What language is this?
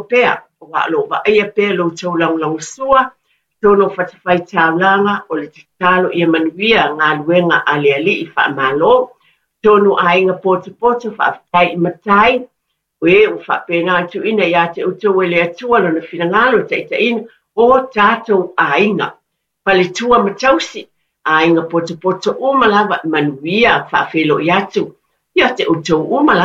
Samoan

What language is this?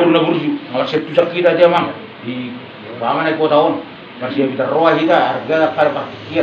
Batak Toba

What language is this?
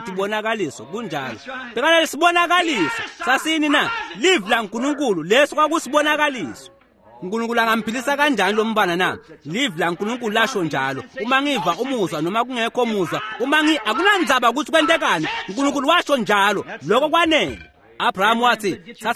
Swati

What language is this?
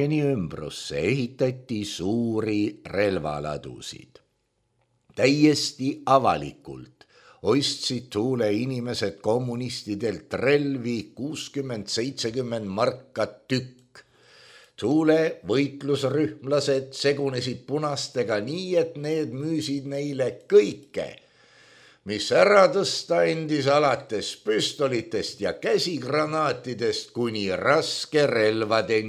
Estonian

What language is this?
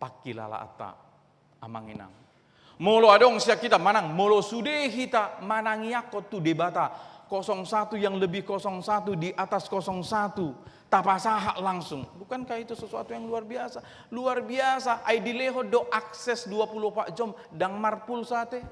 Batak Toba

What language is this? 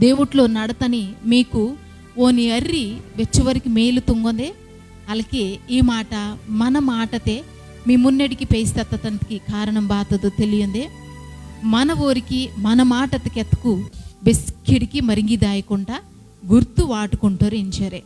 Koya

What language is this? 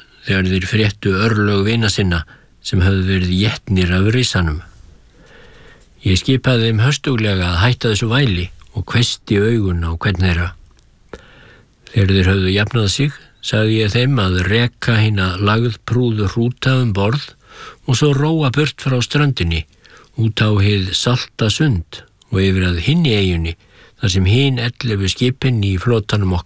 Icelandic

